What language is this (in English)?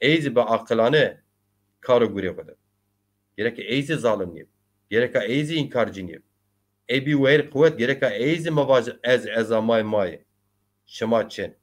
Zaza